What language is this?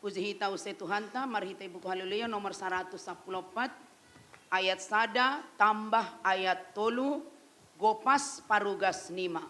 Batak Simalungun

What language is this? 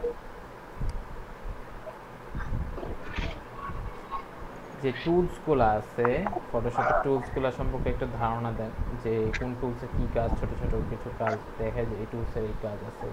Bangla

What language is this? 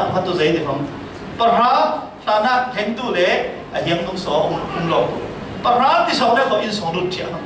Falam Chin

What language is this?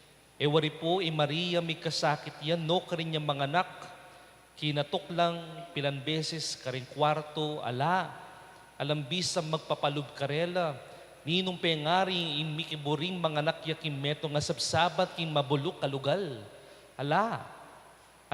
Pampanga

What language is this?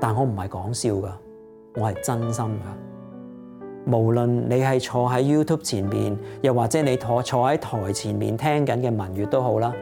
Cantonese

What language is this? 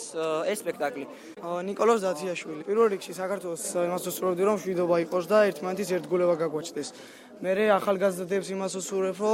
Georgian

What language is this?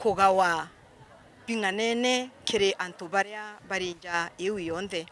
Meru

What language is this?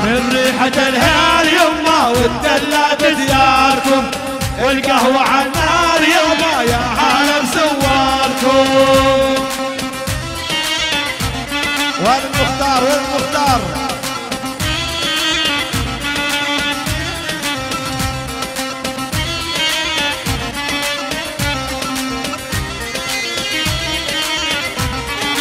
South Levantine Arabic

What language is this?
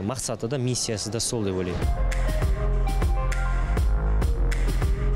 Kazakh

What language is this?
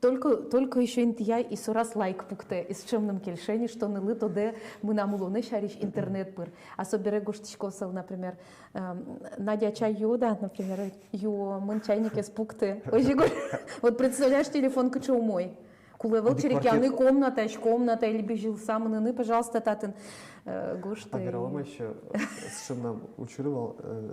Udmurt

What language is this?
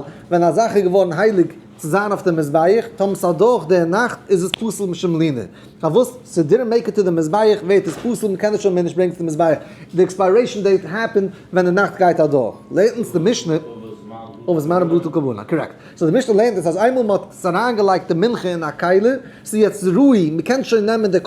Yiddish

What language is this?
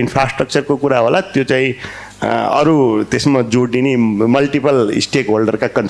Nepali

